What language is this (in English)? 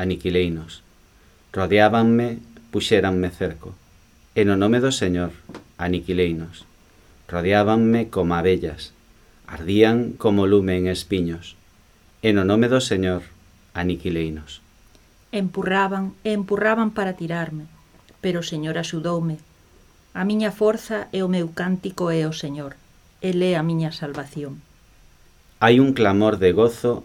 Galician